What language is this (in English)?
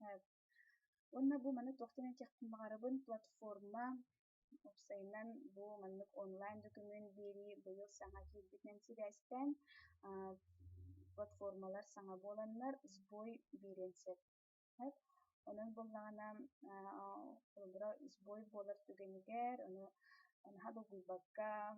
Yakut